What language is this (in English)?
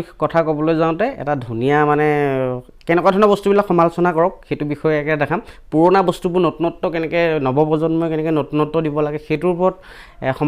Assamese